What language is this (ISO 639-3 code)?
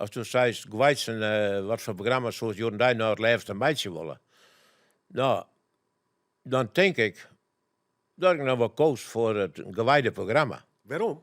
fry